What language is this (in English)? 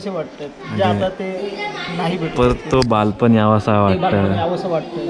Marathi